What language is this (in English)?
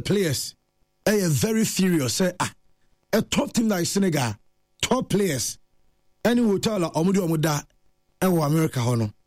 Akan